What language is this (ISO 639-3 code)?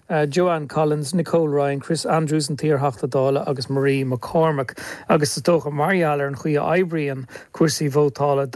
gle